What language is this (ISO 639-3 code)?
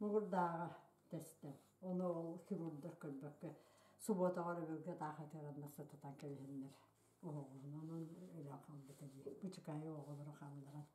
sah